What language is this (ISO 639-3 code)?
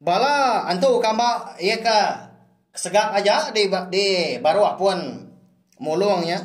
iba